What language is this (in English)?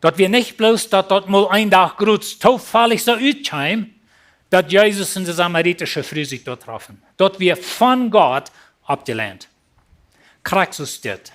Plautdietsch